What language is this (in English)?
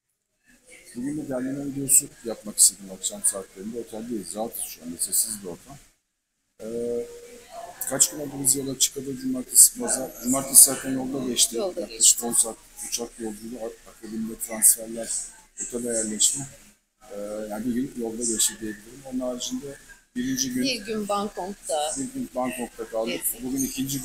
Turkish